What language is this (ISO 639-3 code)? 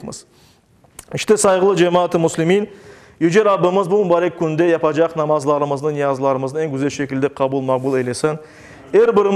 crh